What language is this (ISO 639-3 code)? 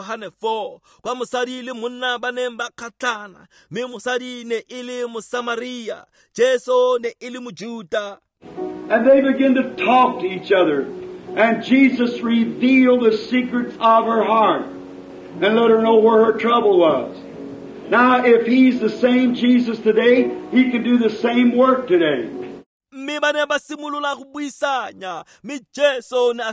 tsn